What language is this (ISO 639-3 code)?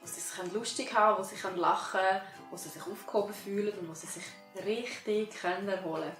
gsw